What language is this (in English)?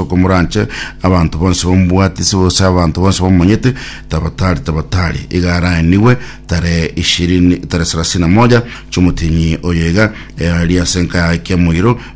Gusii